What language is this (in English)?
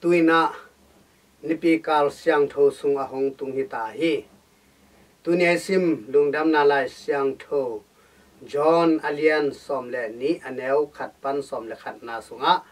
Tedim Chin